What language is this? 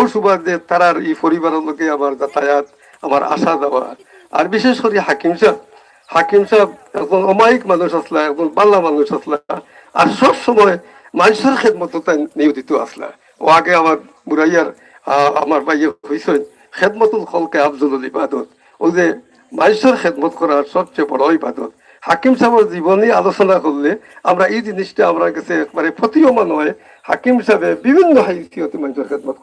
Sylheti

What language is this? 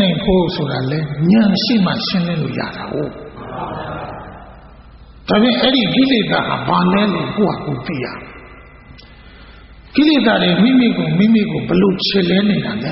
Burmese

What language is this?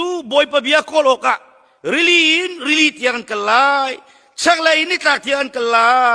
Hakha Chin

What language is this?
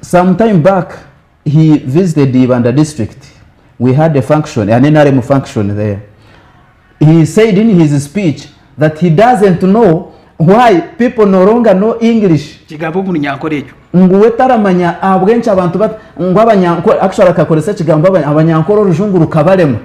Nyankole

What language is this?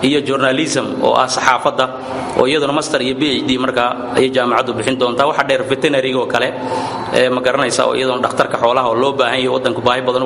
Somali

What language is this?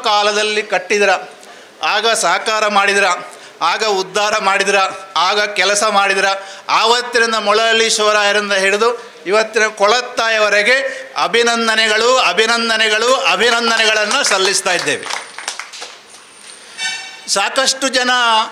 Kannada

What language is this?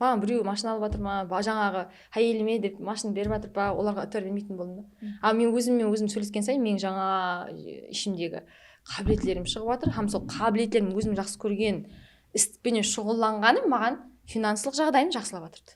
Kara-Kalpak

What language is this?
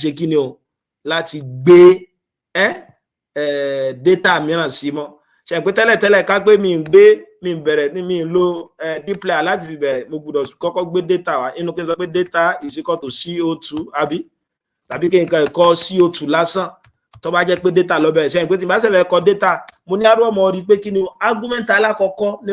Yoruba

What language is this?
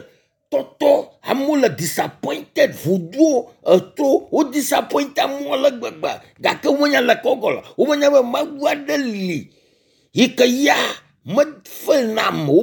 Ewe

